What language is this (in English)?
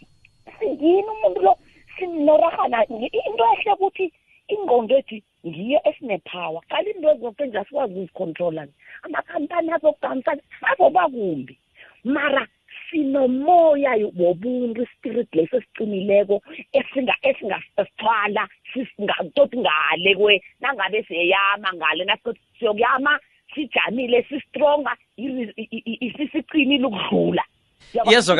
South Ndebele